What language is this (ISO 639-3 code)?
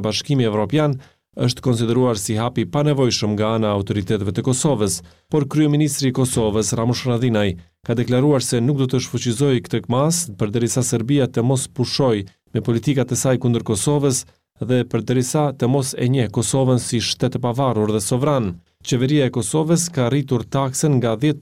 sqi